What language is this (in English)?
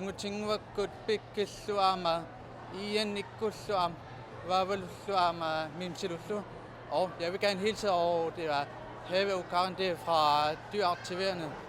Kalaallisut